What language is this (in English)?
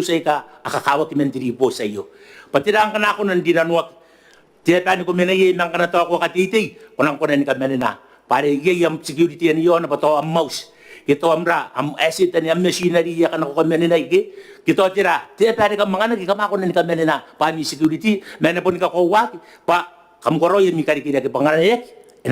Gilbertese